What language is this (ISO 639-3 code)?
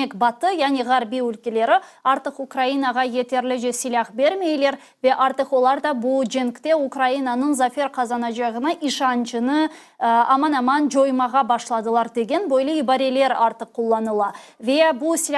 crh